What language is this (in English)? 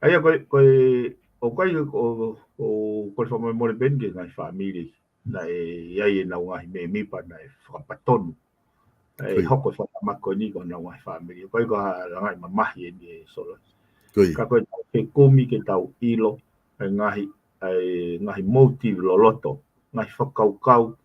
Tongan